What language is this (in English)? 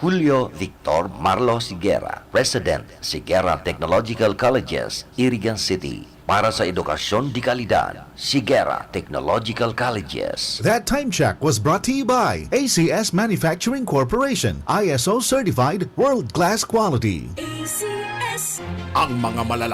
Bikol